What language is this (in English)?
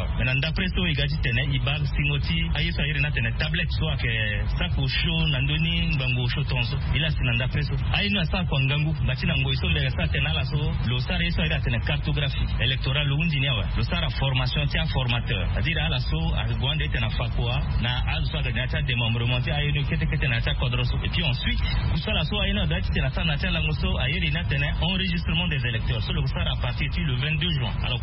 Sango